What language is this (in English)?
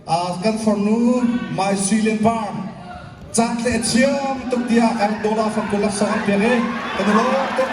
Hakha Chin